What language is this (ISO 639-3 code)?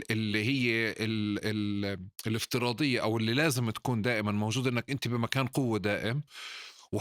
apc